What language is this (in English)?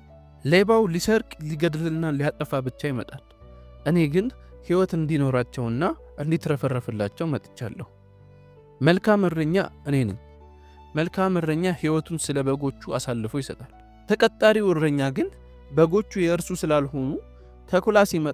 Amharic